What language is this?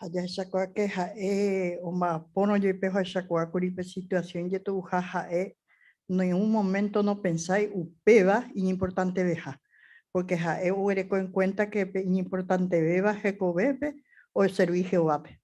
Guarani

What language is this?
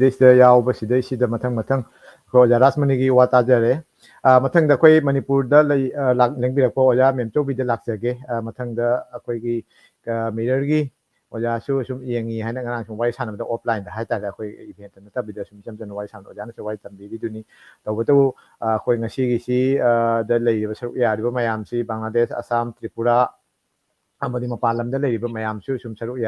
Manipuri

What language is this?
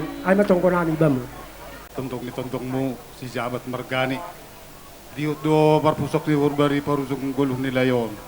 Batak Simalungun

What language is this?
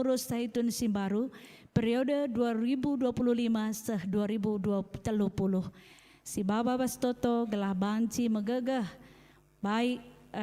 Batak Karo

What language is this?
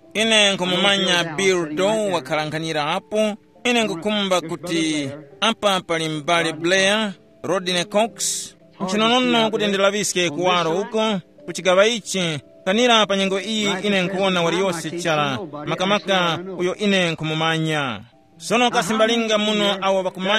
Tumbuka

